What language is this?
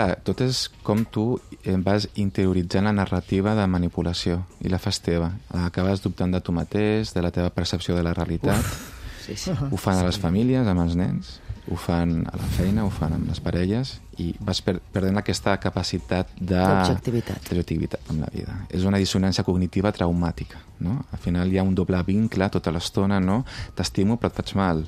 Catalan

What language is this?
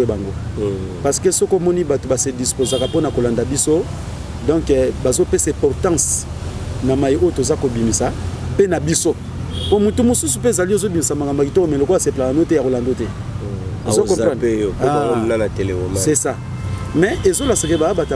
Lingala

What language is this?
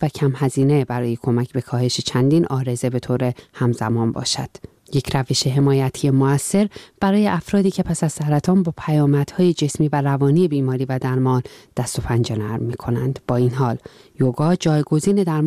Persian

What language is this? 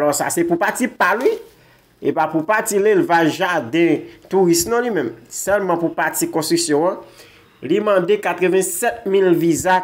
Haitian Creole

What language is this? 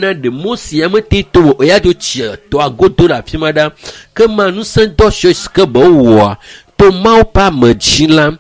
Ewe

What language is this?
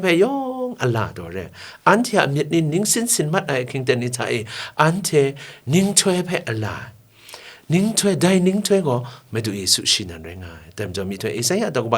Kachin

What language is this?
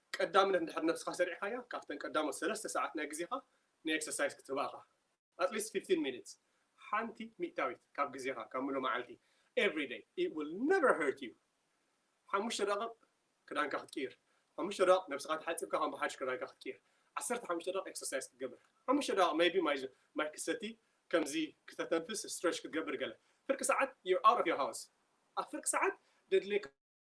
Tigrinya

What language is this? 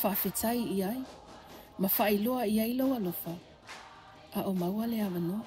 Samoan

